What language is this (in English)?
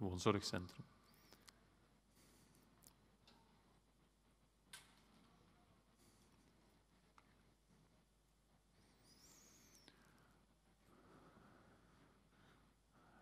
Dutch